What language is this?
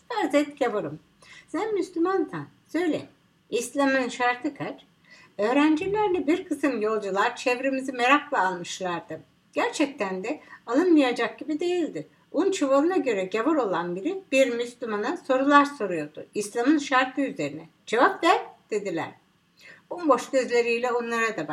Turkish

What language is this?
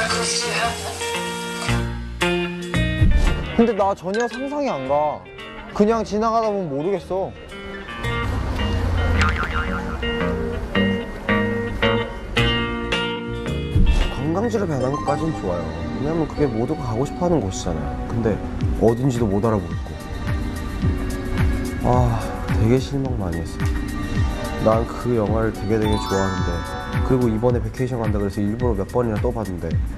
Korean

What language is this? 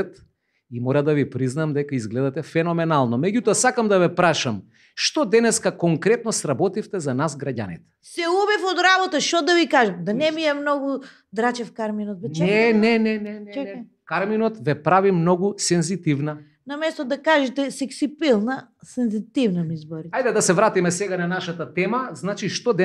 Macedonian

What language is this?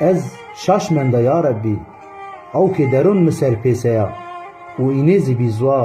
Zaza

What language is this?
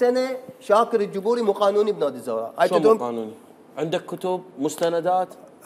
Mesopotamian Arabic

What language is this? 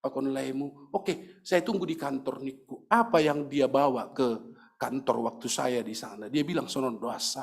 Batak Simalungun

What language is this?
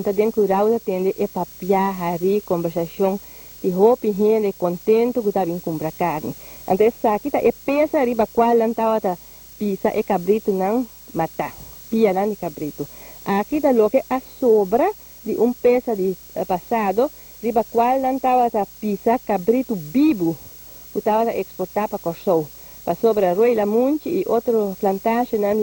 Papiamento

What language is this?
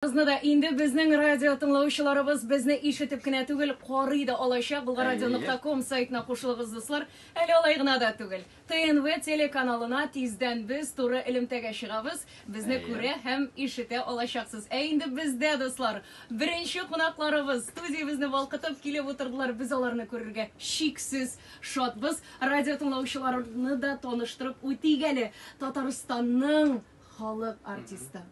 Tatar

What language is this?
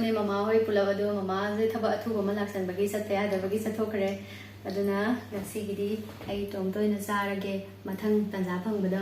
Manipuri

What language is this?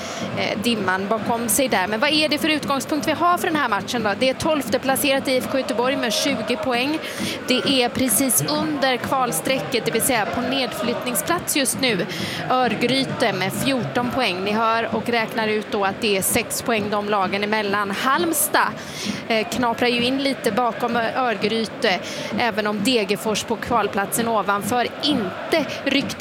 Swedish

